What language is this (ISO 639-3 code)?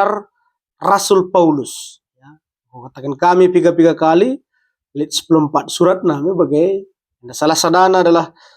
btx